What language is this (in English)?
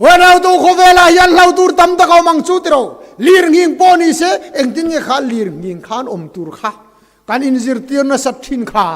Mizo